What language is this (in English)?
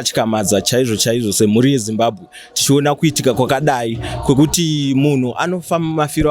Shona